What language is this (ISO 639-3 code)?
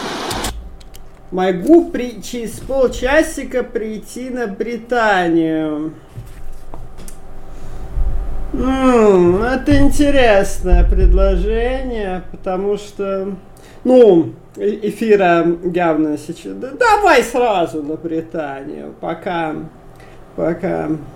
rus